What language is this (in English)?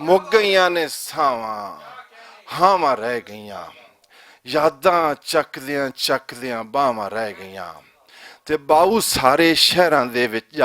Western Panjabi